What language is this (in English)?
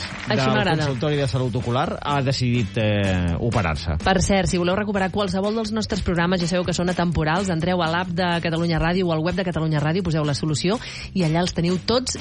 Catalan